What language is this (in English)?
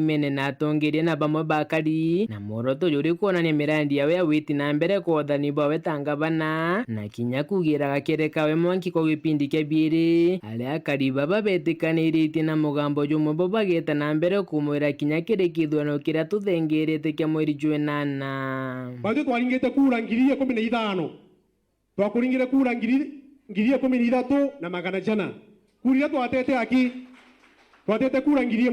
Meru